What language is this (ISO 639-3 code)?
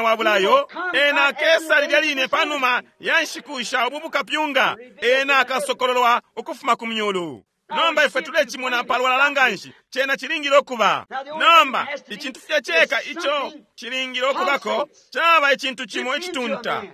bem